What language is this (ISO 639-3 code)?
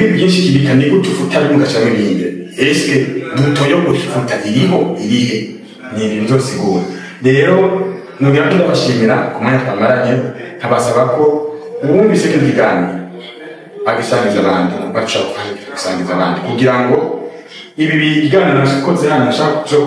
run